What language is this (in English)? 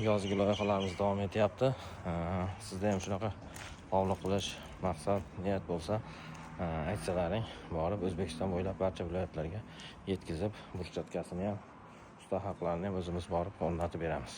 Uzbek